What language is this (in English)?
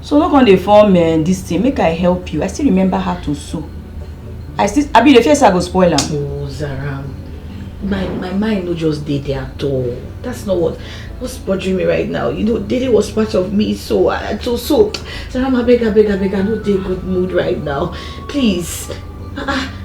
Nigerian Pidgin